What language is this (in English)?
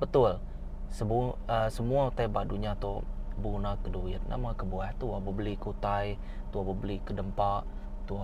Iban